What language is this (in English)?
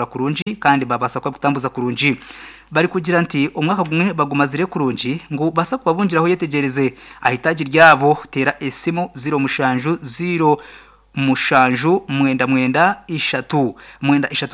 Nyankole